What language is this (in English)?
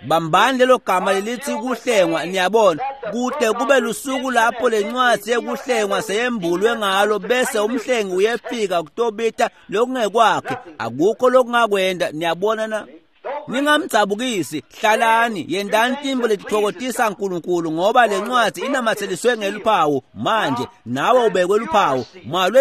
Swati